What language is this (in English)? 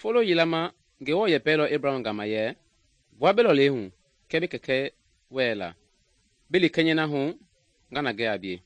Mende